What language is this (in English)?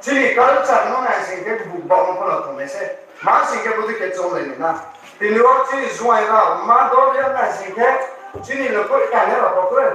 Riang (India)